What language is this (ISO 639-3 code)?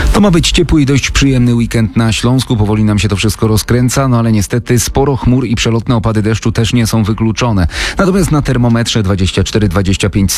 pol